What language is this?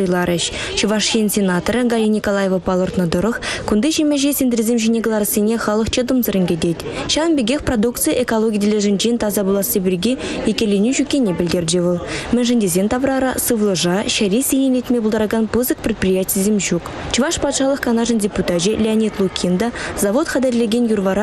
Chuvash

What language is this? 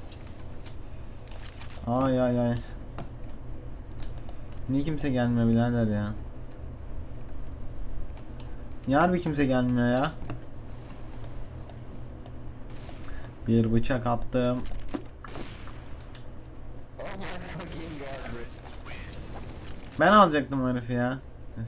Turkish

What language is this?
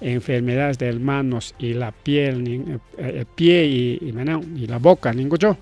Ayacucho Quechua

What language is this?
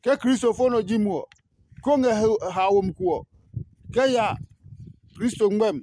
Adangme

